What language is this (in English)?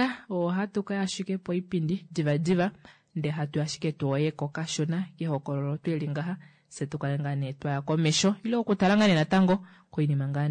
Kuanyama